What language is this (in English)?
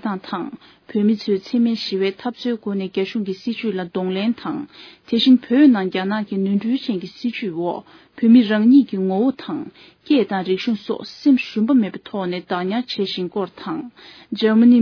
Tibetan